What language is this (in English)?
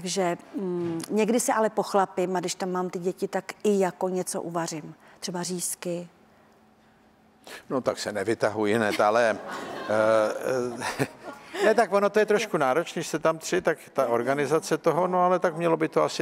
Czech